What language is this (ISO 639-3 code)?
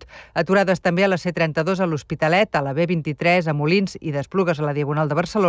cat